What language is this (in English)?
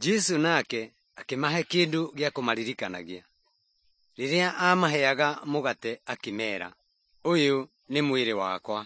Kikuyu